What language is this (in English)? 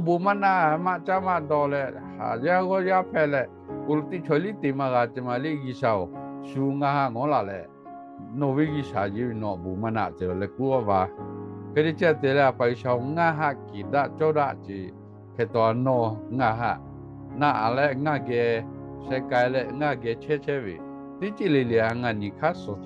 Lahu